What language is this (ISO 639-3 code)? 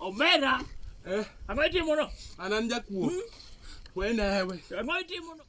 luo